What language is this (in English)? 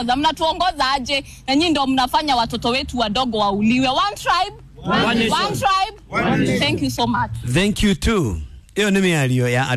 Kikuyu